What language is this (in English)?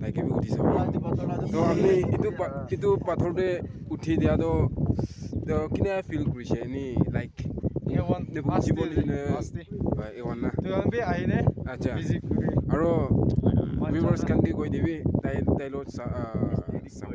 Naga Pidgin